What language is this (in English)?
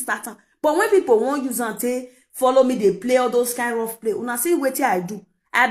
Nigerian Pidgin